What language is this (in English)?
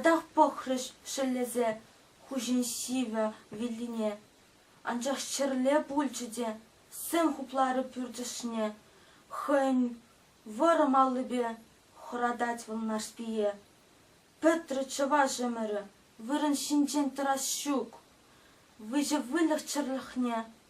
Chuvash